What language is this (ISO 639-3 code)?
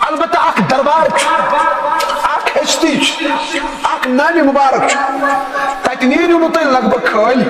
kas